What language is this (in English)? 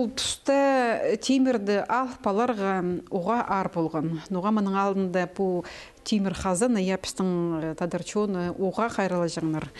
Khakas